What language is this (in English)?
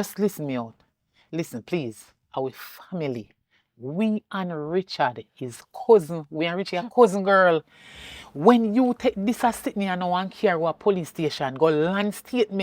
Jamaican Creole English